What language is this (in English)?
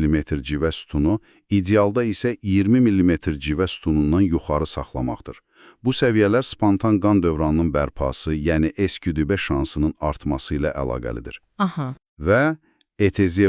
Azerbaijani